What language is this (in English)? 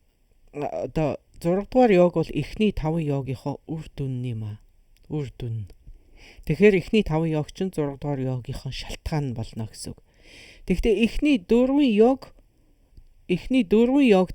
Mongolian